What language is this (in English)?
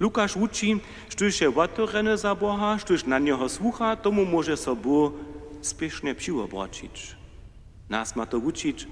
Upper Sorbian